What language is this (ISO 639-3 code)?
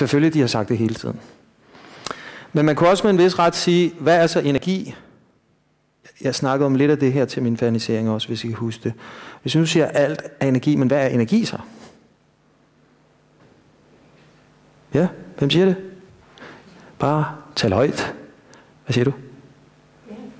dan